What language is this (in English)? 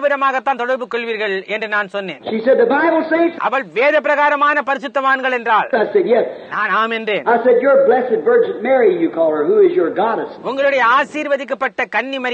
Tamil